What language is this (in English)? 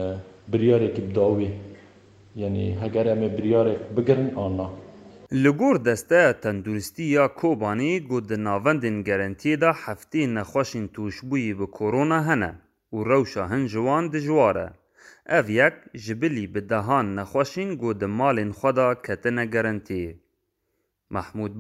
Kurdish